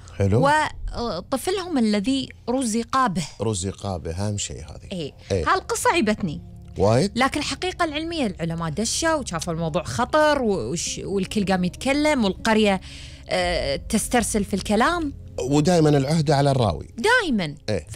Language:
Gulf Arabic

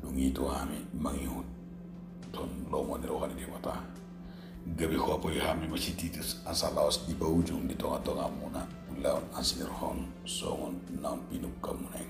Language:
Batak Toba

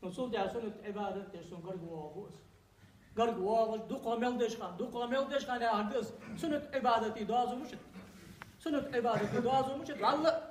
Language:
Ingush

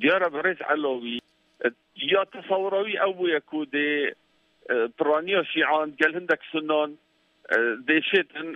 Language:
Kurdish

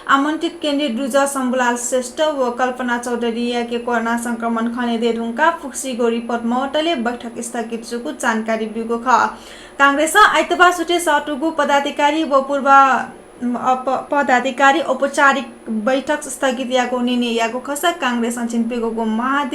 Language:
Newari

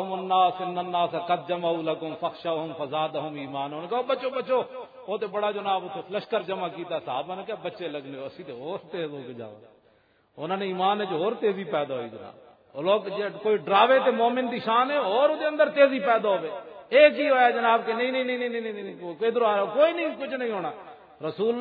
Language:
Western Panjabi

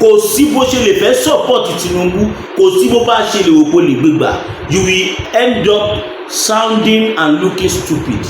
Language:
Yoruba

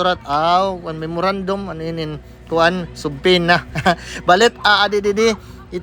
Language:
Waray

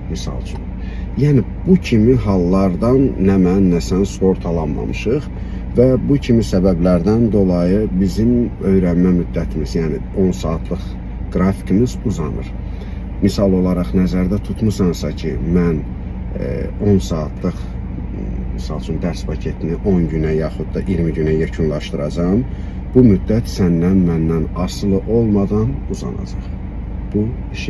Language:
Azerbaijani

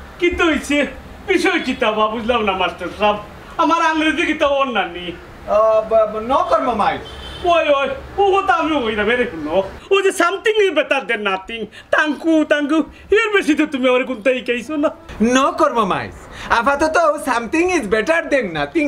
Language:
Sylheti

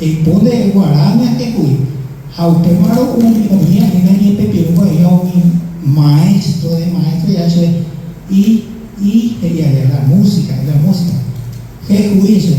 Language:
Guarani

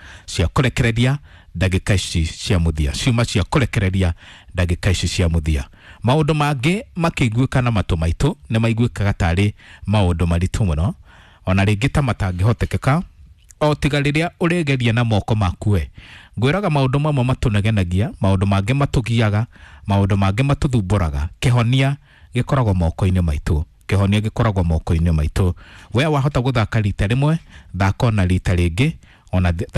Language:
Kikuyu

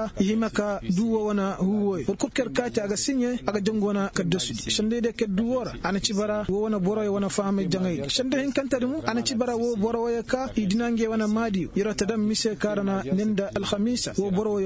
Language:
Koyraboro Senni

